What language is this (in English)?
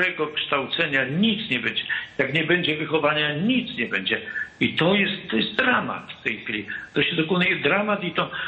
Polish